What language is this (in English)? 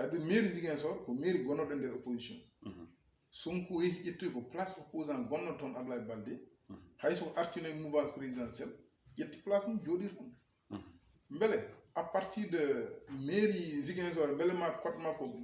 Fula